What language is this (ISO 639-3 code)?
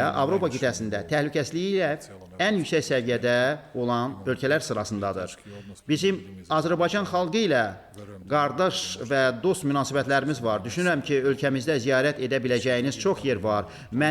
aze